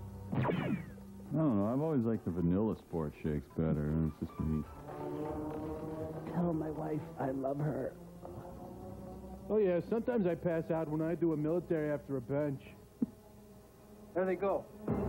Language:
English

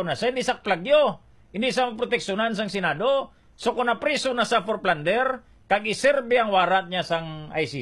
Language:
Hiligaynon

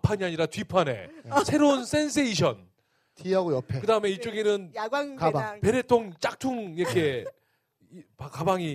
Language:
Korean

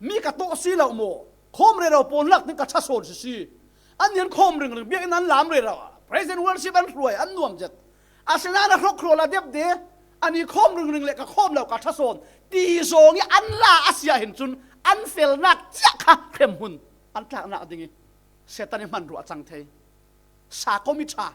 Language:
Falam Chin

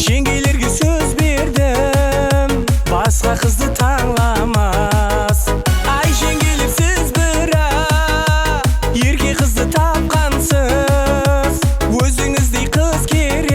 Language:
Kara-Kalpak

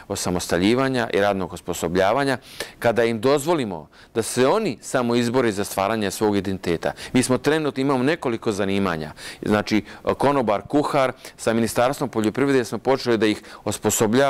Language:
Bosnian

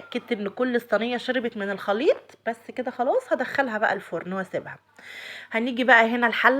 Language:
Egyptian Arabic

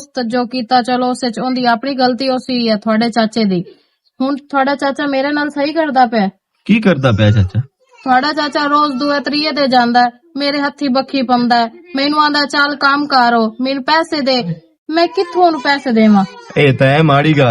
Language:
Western Panjabi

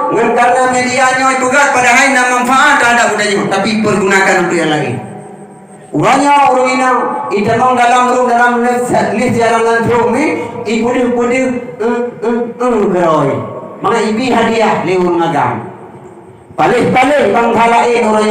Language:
Achinese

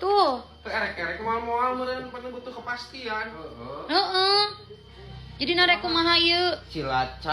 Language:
Sundanese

